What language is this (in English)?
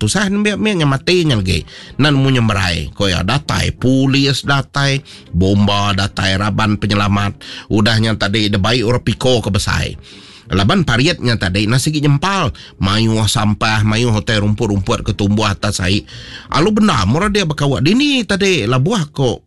Iban